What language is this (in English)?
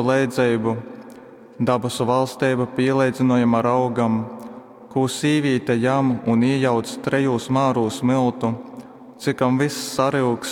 Latgalian